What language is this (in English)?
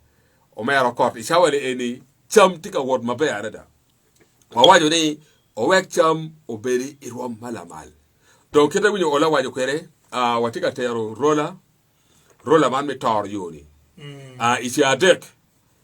Acoli